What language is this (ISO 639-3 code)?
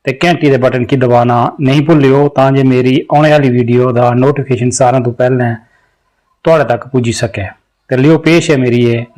doi